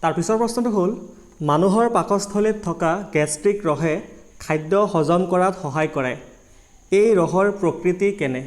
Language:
Assamese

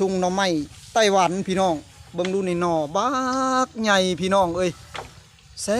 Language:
Lao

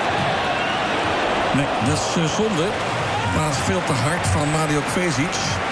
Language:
Dutch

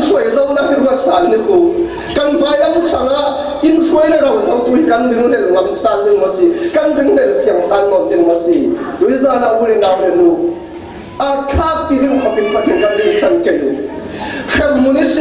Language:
Falam Chin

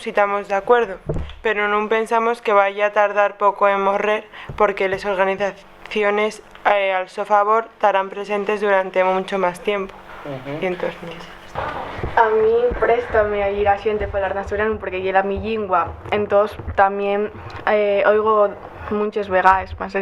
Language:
Asturian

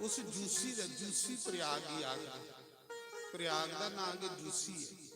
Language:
Dogri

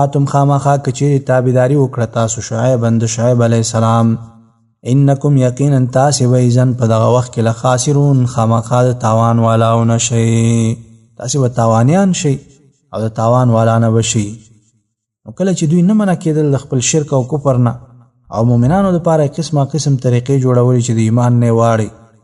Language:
Pashto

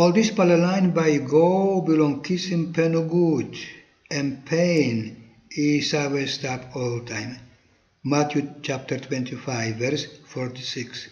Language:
Tok Pisin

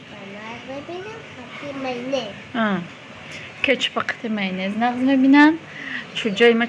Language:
Tajik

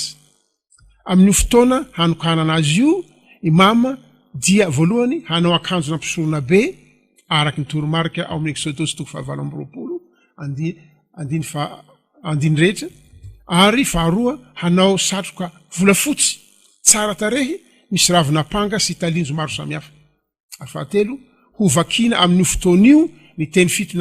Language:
Malagasy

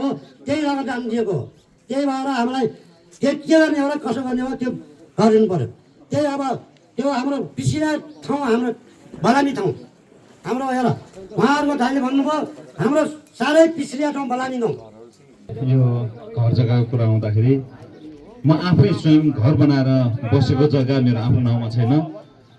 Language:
Nepali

